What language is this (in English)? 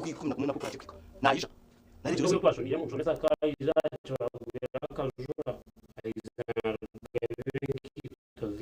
Nyankole